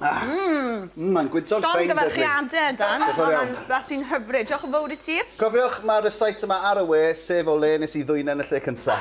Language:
Welsh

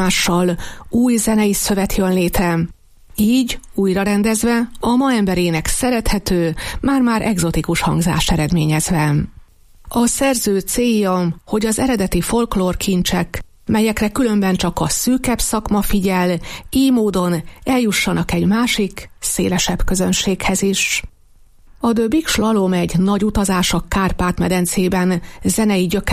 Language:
Hungarian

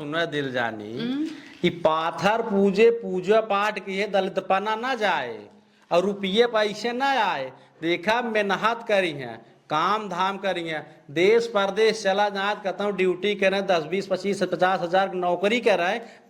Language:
Awadhi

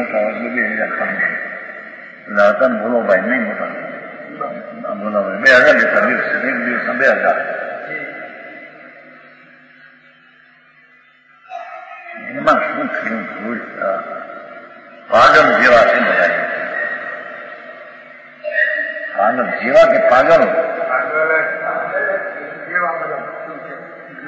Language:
Gujarati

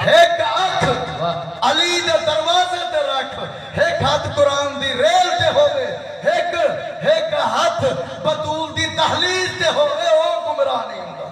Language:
Saraiki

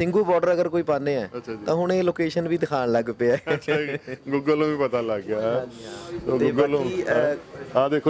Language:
Punjabi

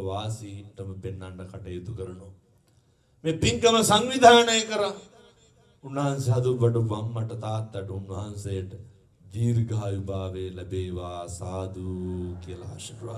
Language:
Sinhala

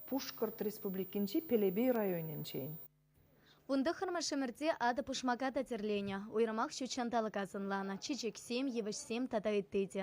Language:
Chuvash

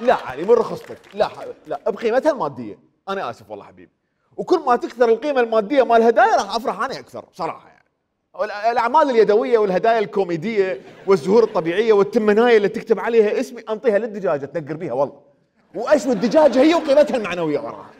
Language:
Mesopotamian Arabic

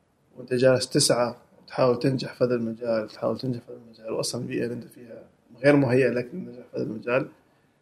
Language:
Gulf Arabic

